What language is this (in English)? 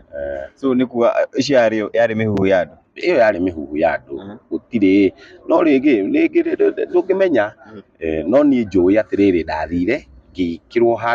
Kikuyu